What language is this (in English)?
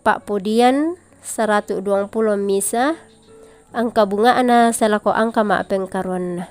Toraja-Sa'dan